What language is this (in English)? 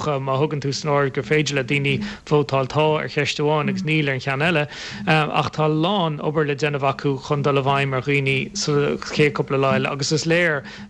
Irish